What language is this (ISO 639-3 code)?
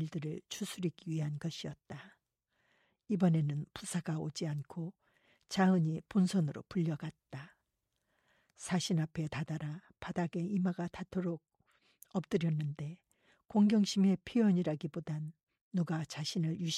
kor